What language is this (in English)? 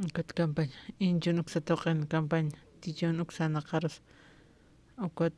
Aymara